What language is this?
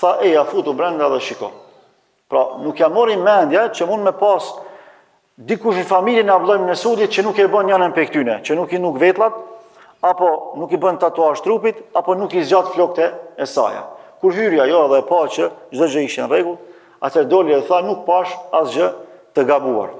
Albanian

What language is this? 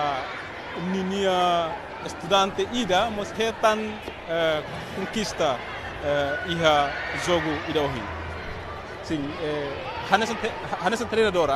Tetum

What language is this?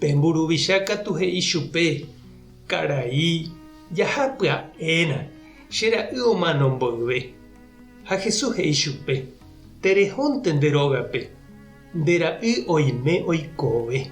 Guarani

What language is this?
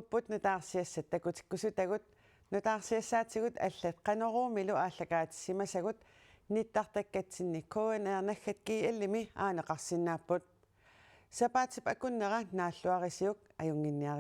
Kalaallisut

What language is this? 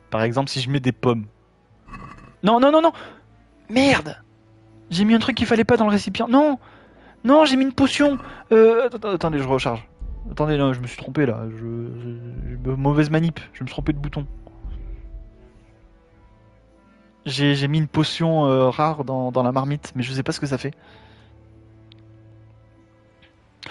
French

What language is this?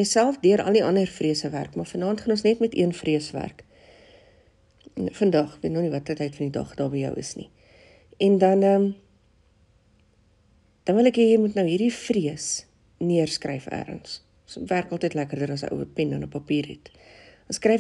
Afrikaans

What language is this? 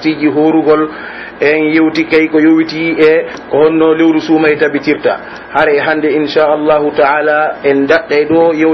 Pular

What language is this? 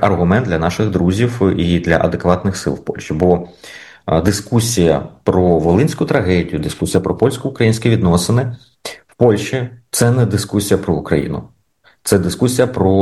Ukrainian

